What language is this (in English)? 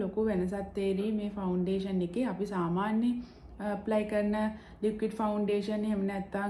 Sinhala